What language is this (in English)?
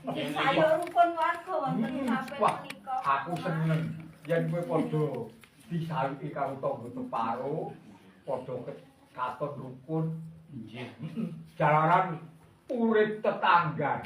Javanese